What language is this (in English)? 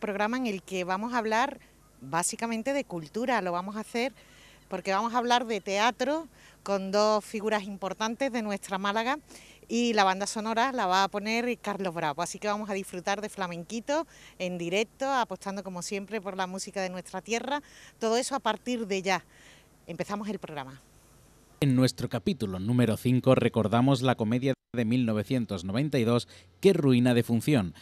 Spanish